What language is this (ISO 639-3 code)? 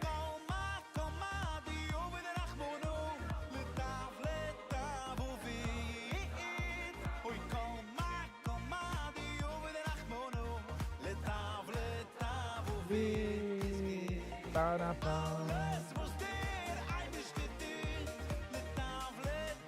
yid